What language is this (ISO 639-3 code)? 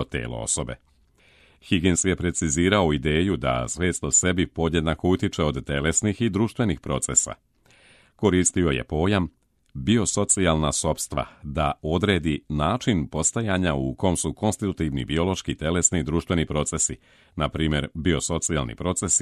srp